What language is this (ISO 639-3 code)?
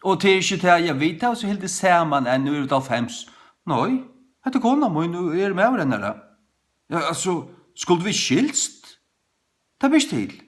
fao